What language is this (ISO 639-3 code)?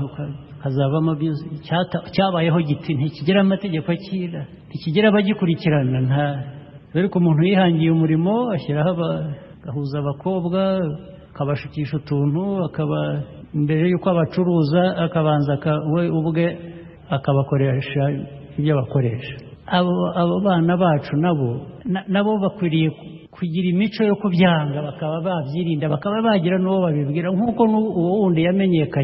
kin